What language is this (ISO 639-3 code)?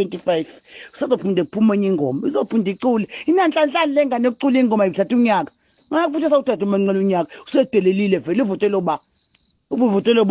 zul